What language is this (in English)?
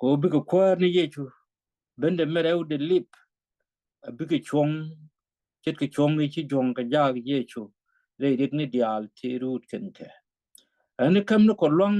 Nuer